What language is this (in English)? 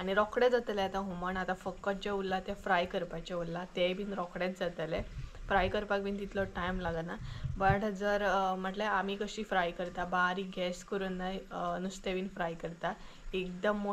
Konkani